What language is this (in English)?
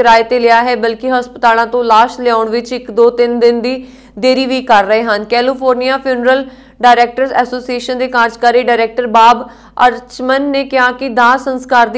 Punjabi